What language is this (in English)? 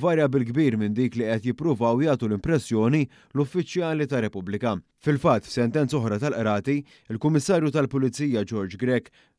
Maltese